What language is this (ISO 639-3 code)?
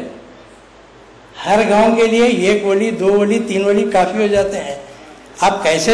urd